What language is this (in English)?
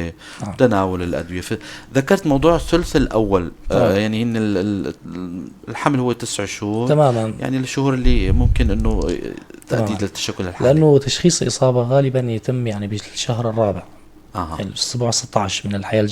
North Levantine Arabic